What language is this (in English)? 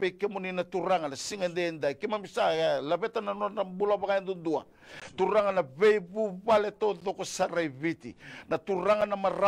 Fijian